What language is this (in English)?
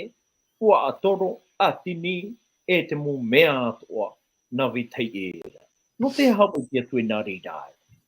Tahitian